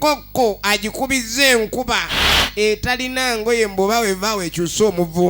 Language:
Ganda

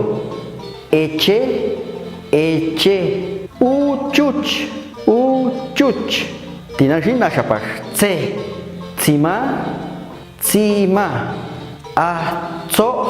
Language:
Popti'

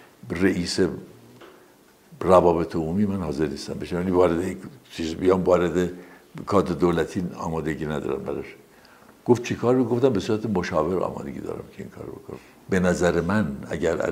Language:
Persian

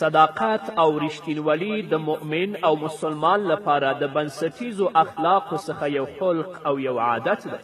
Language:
Pashto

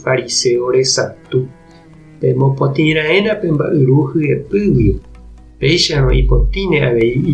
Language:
Guarani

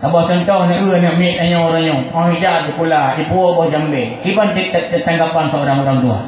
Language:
Achinese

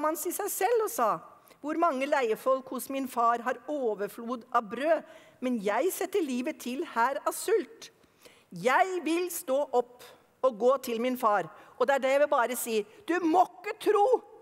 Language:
Norwegian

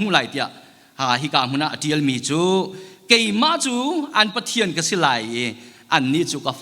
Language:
Hakha Chin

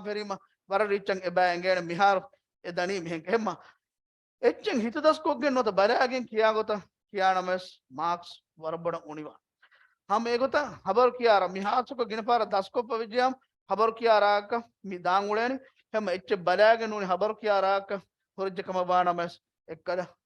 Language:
Divehi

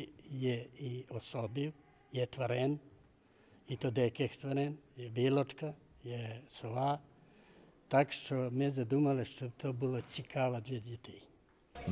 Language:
Rusyn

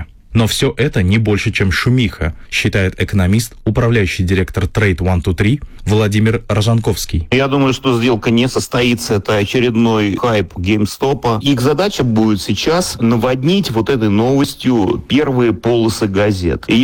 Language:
Russian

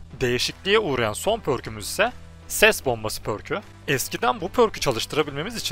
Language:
Turkish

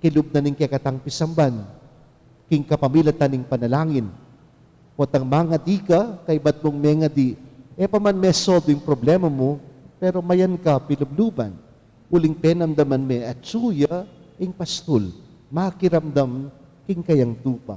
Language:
Pampanga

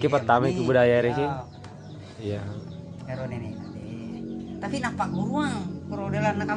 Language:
Buginese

